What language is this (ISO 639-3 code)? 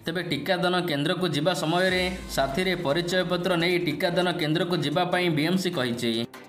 ori